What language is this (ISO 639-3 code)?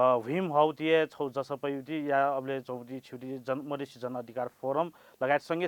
new